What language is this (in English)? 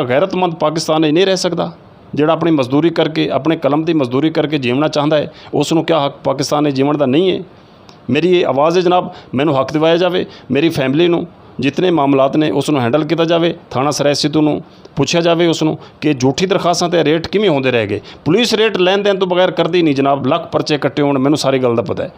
Saraiki